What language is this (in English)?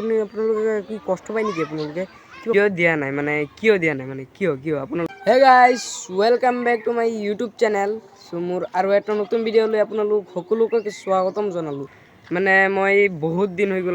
Assamese